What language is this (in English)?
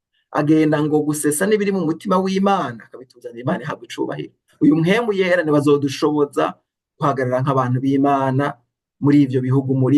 Rundi